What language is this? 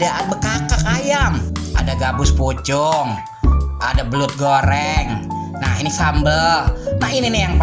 Betawi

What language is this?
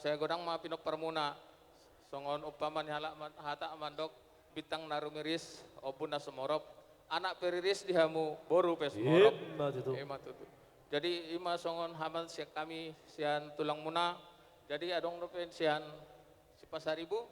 Batak Toba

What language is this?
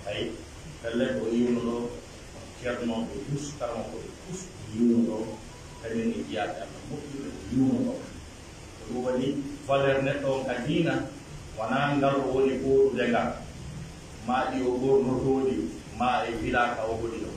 Pular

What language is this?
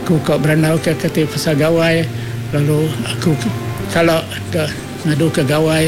Iban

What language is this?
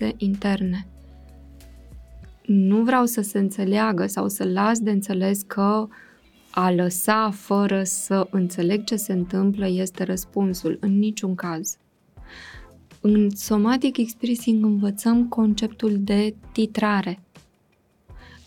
Romanian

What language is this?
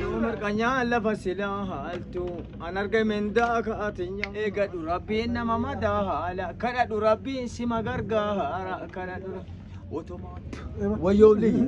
Oromo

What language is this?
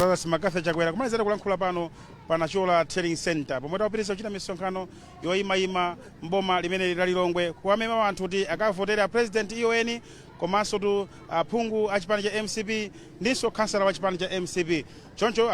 Nyanja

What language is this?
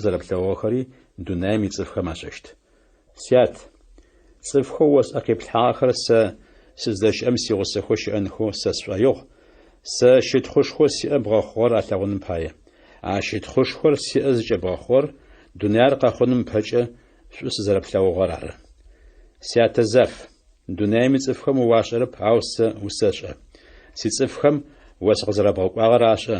Adyghe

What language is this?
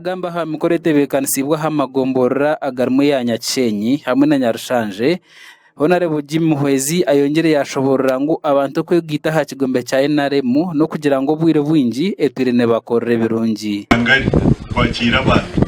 Nyankole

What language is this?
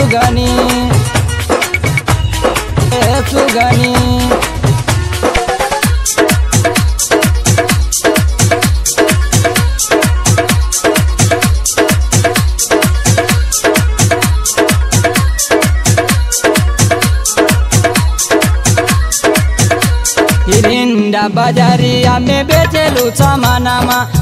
Bhojpuri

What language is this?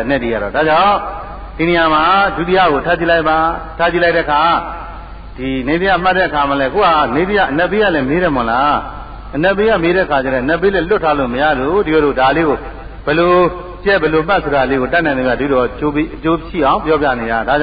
Burmese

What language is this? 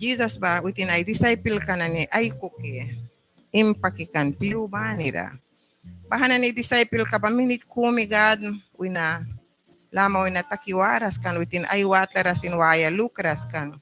Mískito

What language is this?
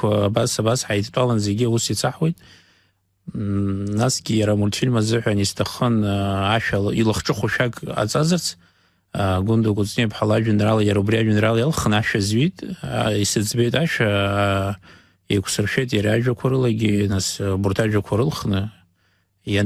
Abkhazian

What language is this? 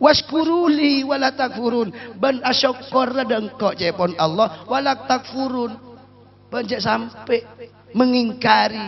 Madurese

